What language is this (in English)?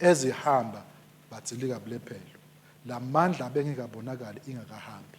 Swati